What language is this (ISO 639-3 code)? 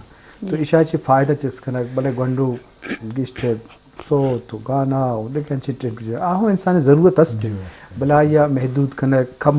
bal